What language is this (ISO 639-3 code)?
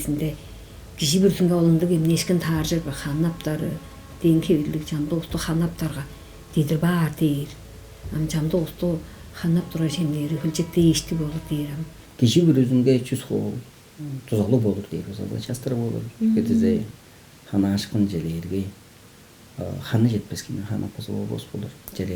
tyv